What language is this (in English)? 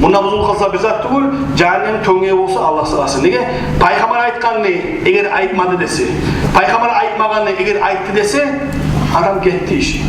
Kumyk